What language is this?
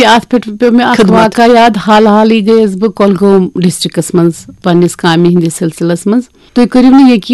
Kashmiri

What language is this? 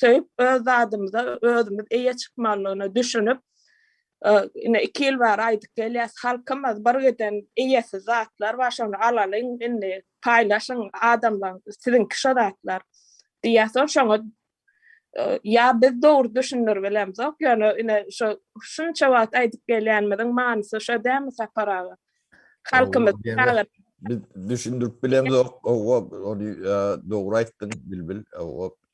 Turkmen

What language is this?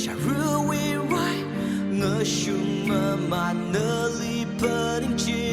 Tangkhul Naga (India)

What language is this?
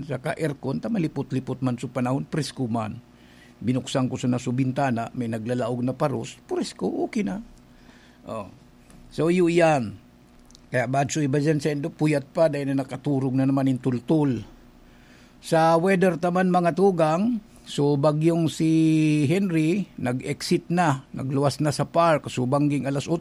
Bikol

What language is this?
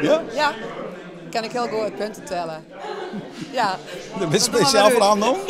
Western Frisian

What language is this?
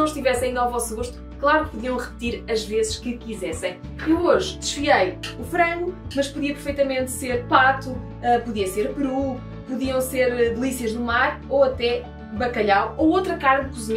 Portuguese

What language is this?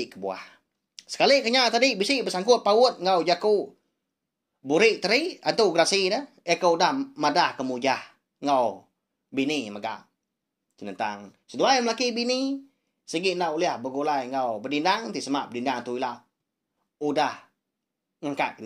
Iban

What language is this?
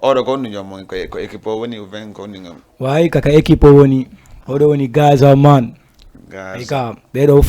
Fula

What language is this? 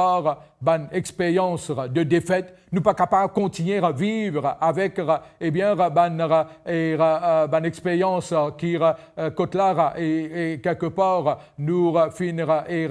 Morisyen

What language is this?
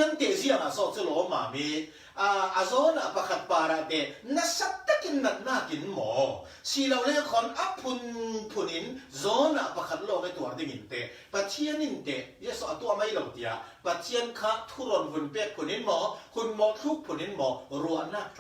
Falam Chin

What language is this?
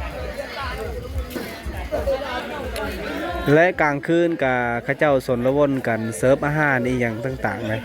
Lao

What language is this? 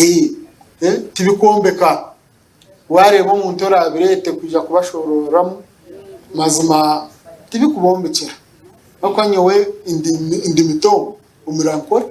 Nyankole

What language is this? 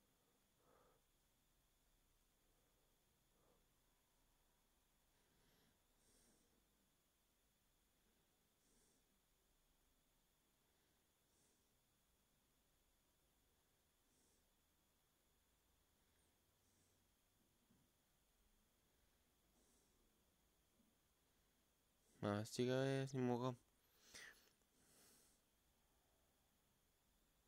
Bulgarian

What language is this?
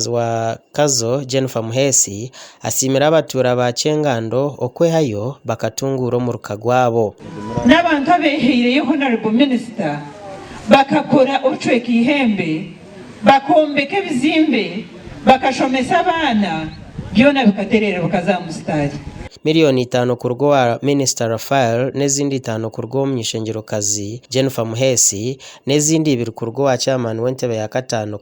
Nyankole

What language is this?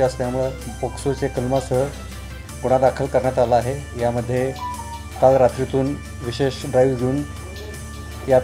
Marathi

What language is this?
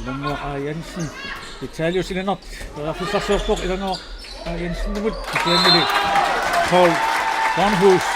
Kalaallisut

